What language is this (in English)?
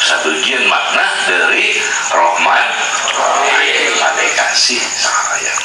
Madurese